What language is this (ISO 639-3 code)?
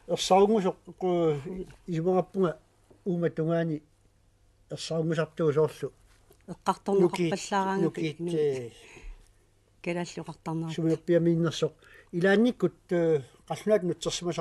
kal